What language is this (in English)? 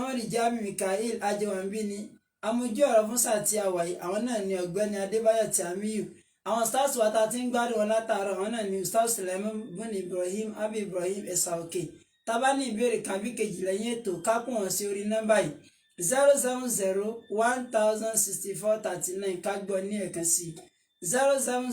Yoruba